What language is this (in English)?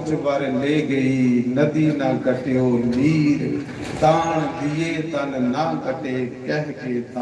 Dogri